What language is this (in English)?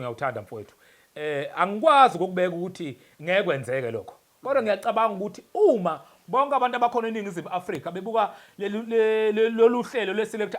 Zulu